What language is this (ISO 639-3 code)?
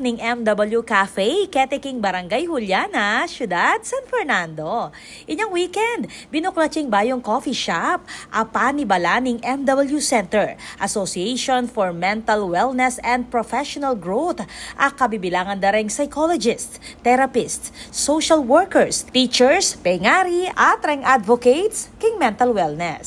pam